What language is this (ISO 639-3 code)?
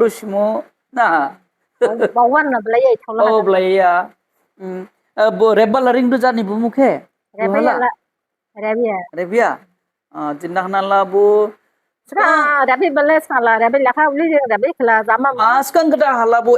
dis